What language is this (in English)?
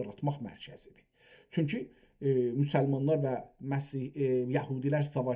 South Azerbaijani